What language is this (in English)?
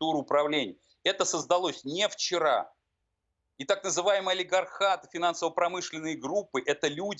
Russian